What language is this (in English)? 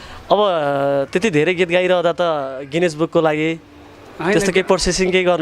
Nepali